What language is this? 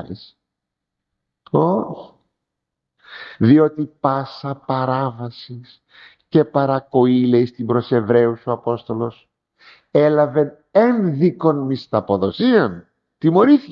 Greek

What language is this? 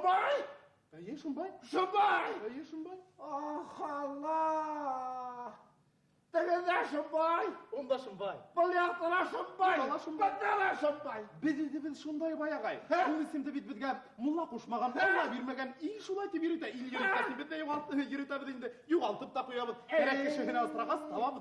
Bashkir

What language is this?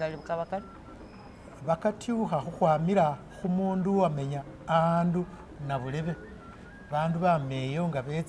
Masaaba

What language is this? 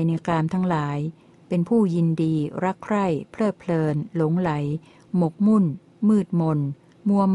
Thai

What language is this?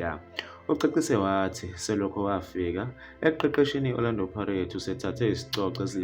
Zulu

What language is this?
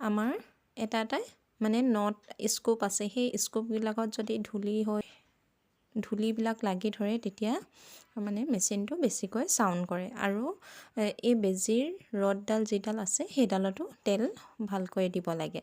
Assamese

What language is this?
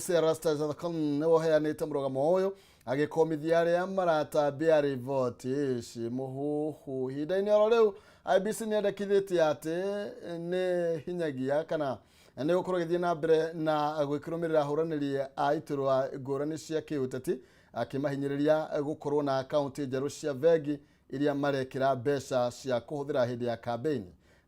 Kikuyu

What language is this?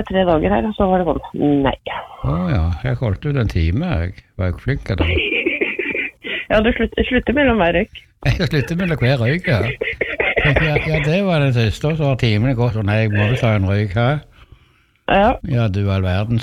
Norwegian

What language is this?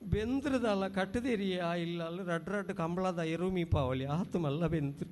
Tulu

